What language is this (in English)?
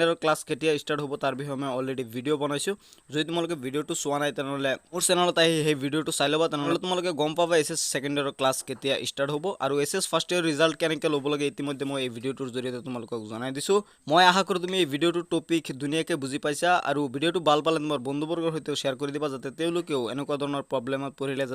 Assamese